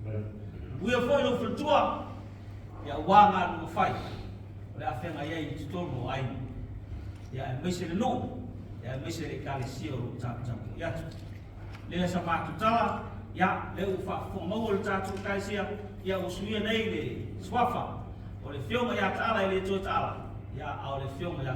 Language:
Samoan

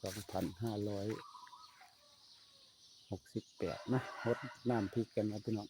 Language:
Northeastern Thai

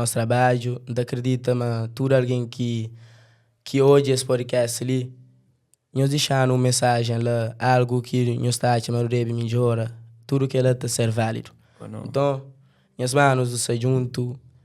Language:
Kabuverdianu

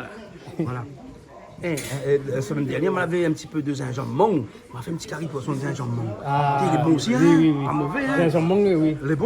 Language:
Réunion Creole French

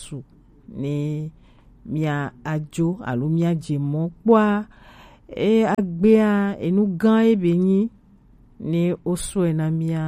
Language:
Gen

